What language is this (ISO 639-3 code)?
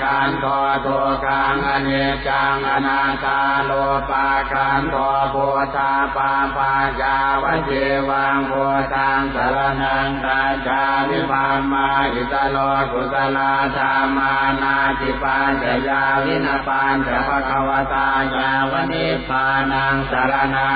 pli